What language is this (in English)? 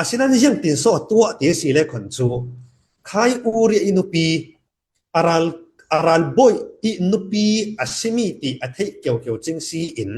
Falam Chin